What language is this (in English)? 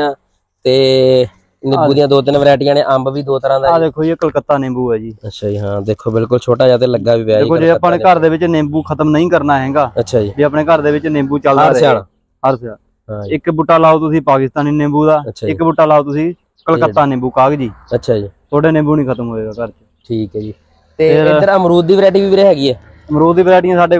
Punjabi